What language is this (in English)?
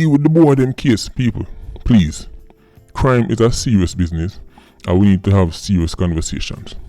Jamaican Creole English